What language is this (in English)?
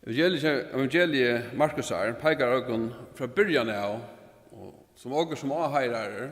Faroese